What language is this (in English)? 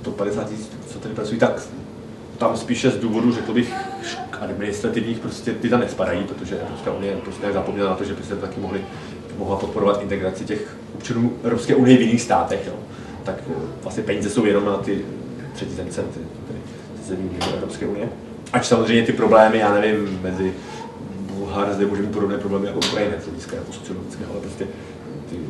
Czech